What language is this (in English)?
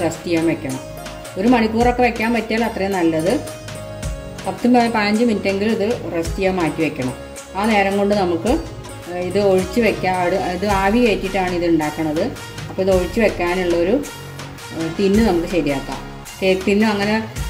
Malayalam